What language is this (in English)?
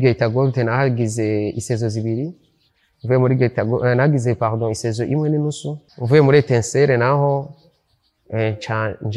Rundi